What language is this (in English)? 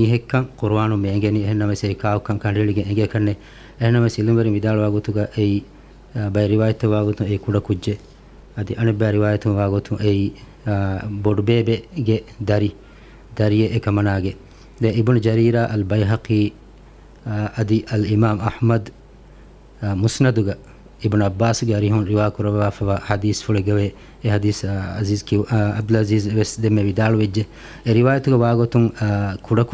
Divehi